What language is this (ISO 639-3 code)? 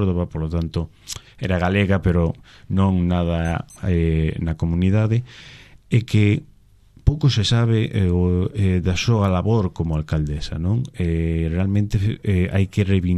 glg